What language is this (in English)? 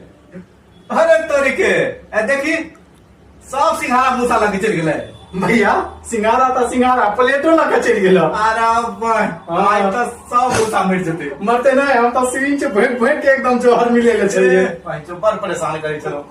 Maithili